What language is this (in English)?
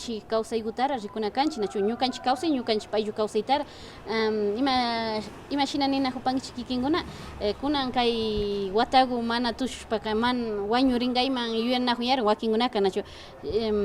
Imbabura Highland Quichua